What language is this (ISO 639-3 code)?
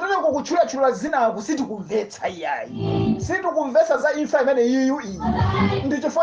nya